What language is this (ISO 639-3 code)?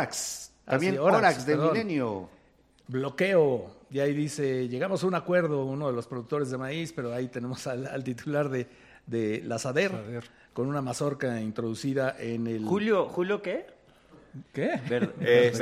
spa